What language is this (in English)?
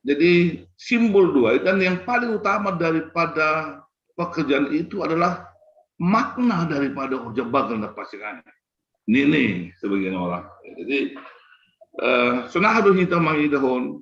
Batak Simalungun